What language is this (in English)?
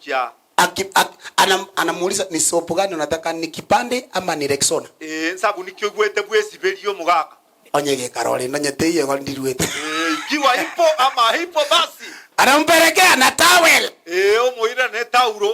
Gusii